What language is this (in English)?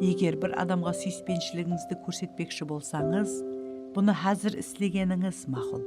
Kara-Kalpak